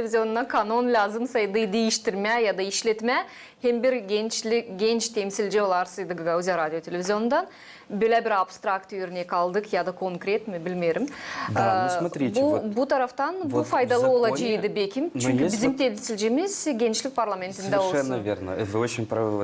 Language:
Gagauz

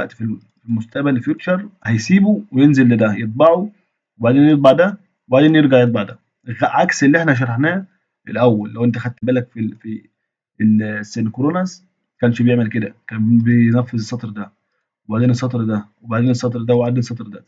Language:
Egyptian Arabic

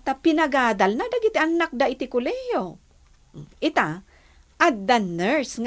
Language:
Iloko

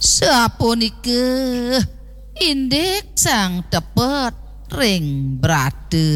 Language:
Balinese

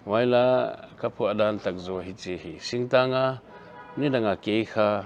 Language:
Paite Chin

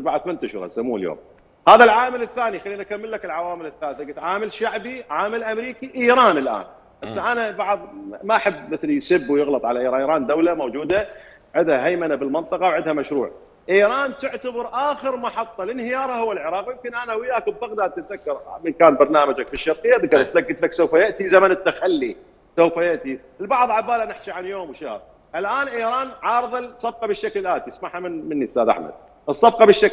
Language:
Mesopotamian Arabic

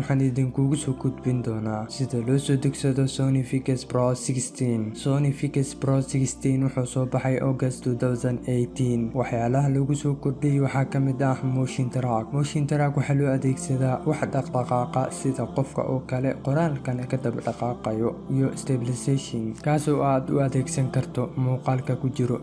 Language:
Somali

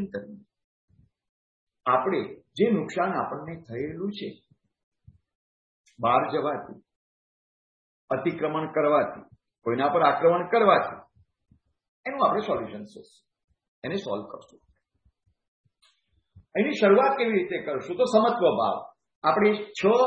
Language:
Gujarati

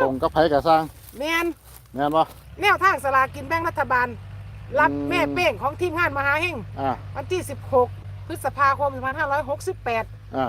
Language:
Northeastern Thai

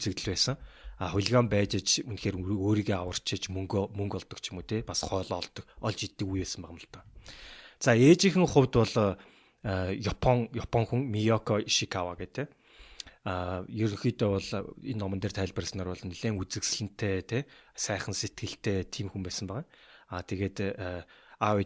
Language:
Mongolian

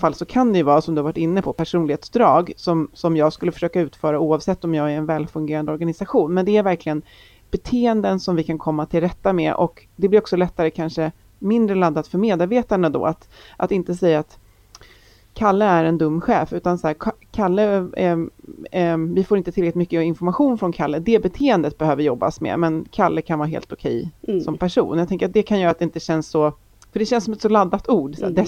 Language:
Swedish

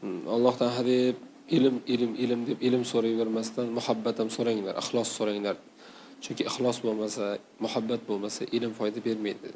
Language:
Uzbek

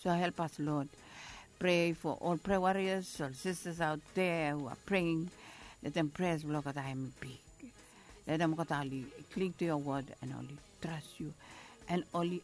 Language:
Bislama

